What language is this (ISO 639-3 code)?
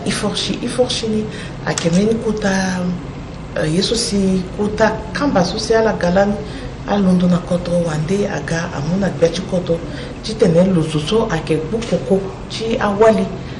sag